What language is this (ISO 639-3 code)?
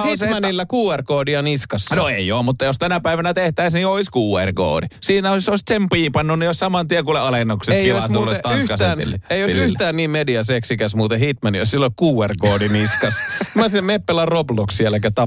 fin